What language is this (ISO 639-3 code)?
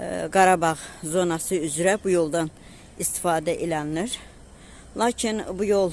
aze